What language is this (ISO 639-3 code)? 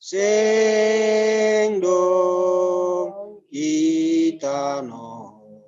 bts